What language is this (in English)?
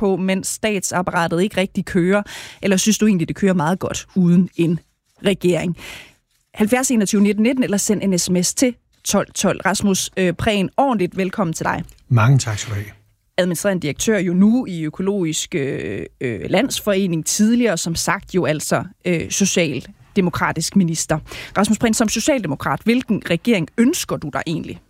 Danish